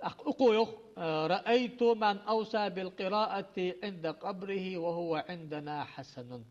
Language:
Ingush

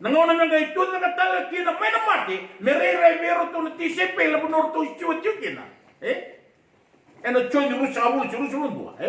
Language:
Fijian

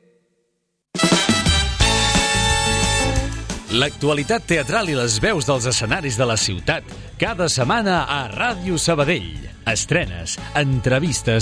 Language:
Catalan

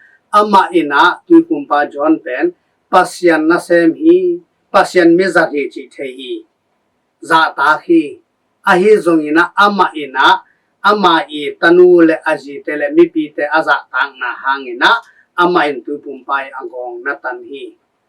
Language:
Tedim Chin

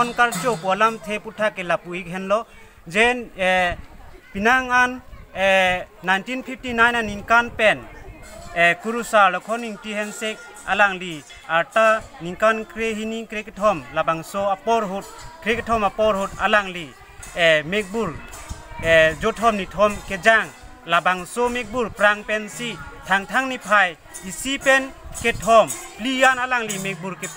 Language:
Karbi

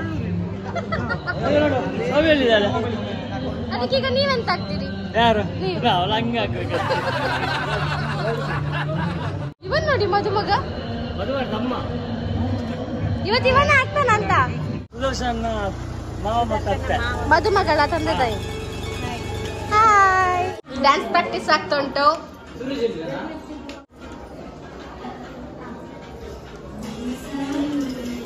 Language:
Kannada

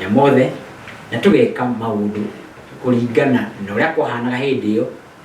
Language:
Kikuyu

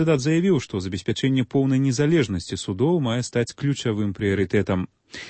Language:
Belarusian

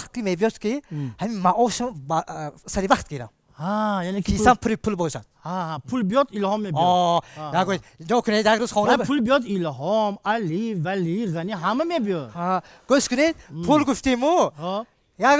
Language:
Tajik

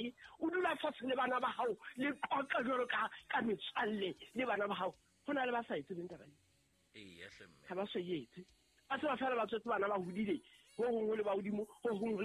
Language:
Southern Sotho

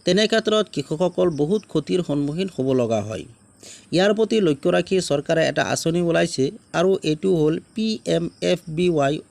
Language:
Assamese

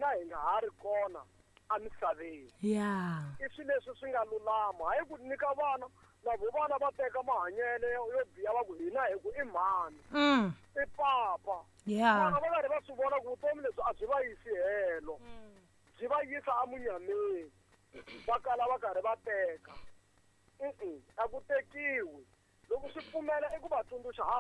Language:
Tsonga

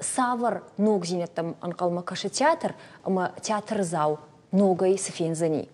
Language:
Ossetic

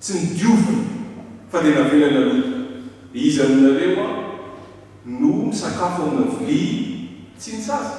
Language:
Malagasy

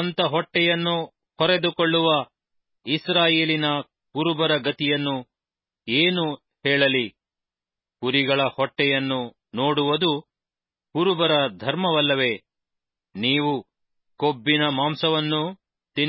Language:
Kannada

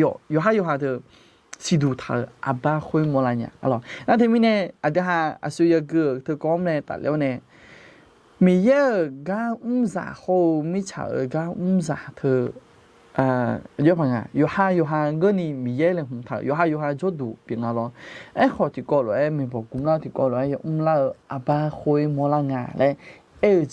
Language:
Akha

